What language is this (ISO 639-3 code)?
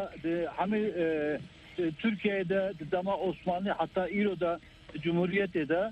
kur